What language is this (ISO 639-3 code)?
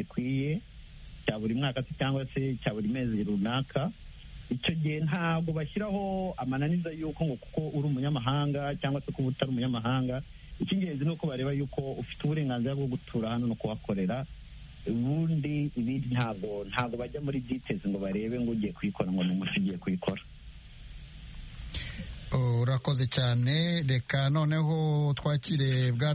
kin